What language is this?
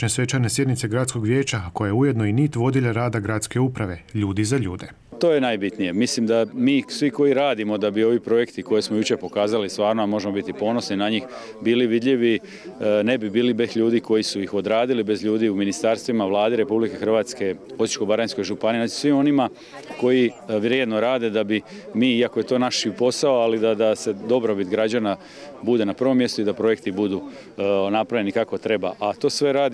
Croatian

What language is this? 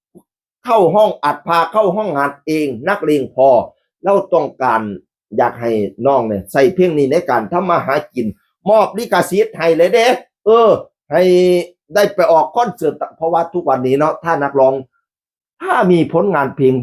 Northeastern Thai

